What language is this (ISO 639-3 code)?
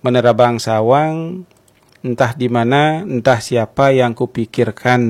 ban